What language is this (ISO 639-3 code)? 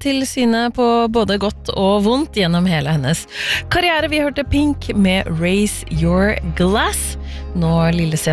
nor